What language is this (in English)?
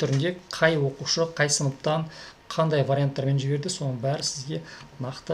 Kazakh